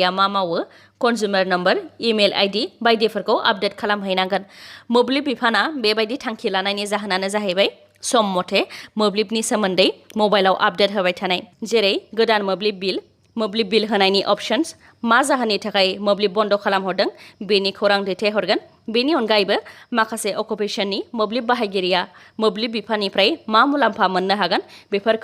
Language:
Bodo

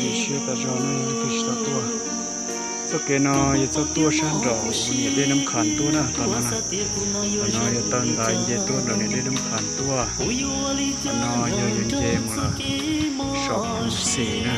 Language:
Hmong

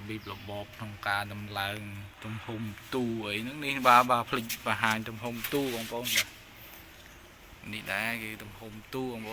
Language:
Khmer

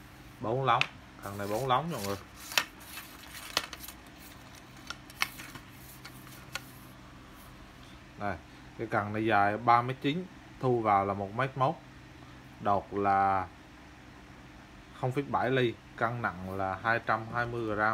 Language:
Vietnamese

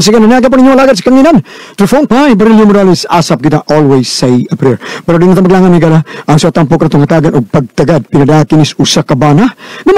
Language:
Cebuano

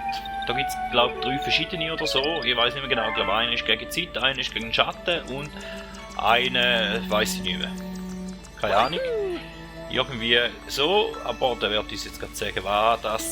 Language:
Swiss German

